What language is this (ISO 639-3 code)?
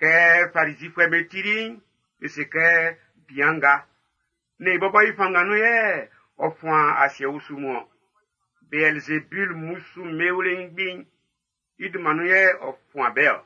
bci